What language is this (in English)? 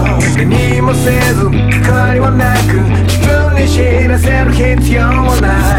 Japanese